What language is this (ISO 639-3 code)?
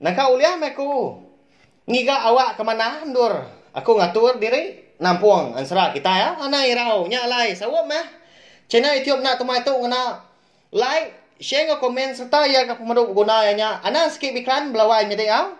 iba